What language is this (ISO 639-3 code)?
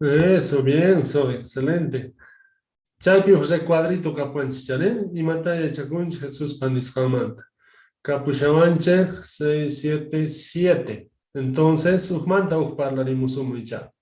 que